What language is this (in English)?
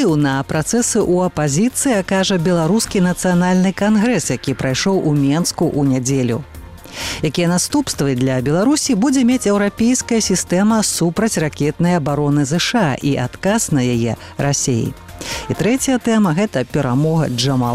Belarusian